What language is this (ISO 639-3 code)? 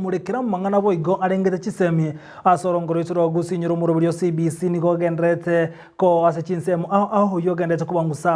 guz